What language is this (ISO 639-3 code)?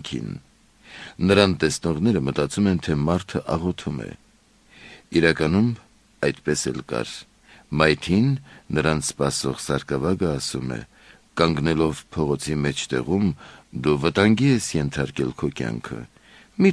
hye